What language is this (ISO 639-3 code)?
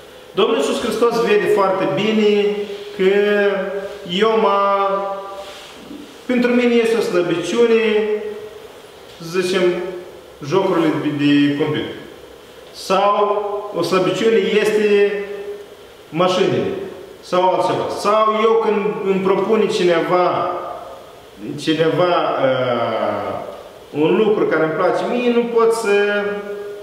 ron